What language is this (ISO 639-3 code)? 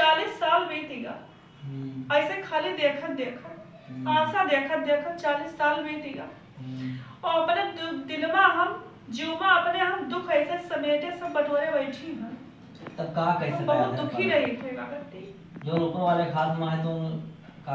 awa